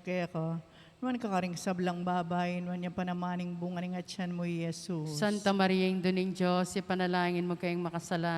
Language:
Pampanga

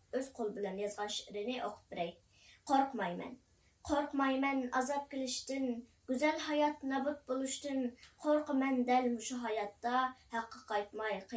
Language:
Uyghur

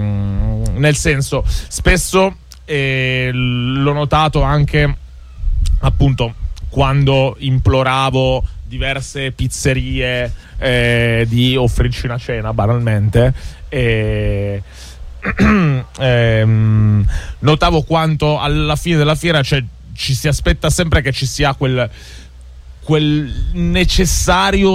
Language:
Italian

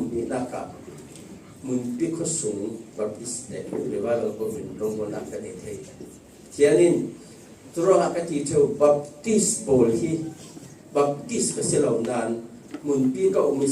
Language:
Falam Chin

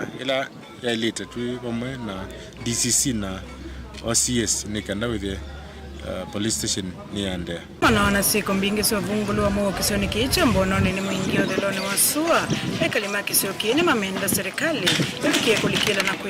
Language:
Kamba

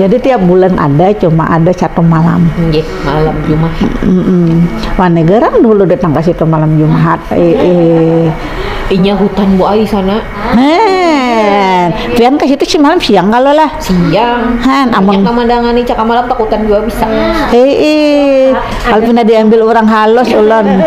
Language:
Banjar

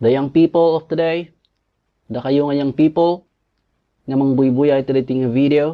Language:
Iloko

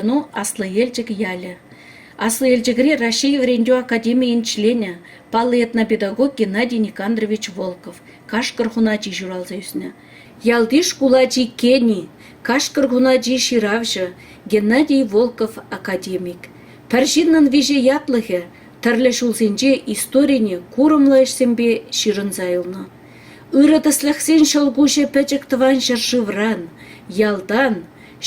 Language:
Chuvash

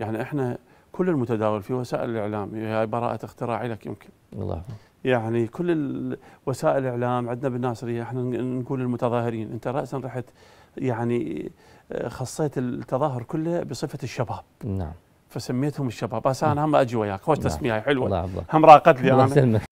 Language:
Mesopotamian Arabic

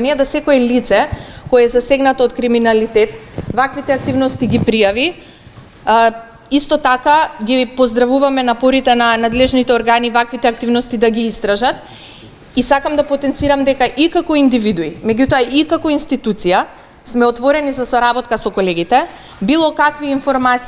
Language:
Macedonian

